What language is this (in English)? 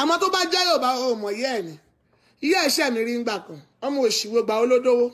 Yoruba